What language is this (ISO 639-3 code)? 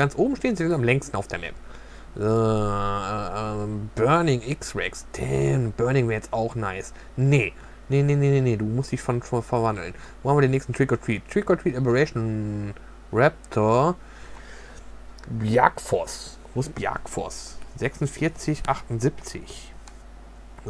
deu